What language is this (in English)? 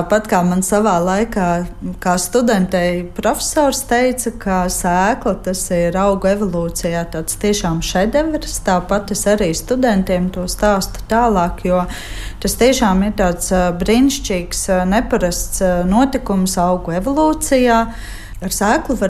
Latvian